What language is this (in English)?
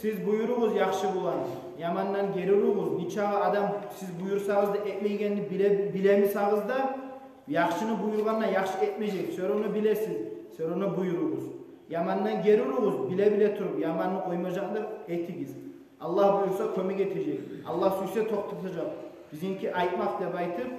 Kumyk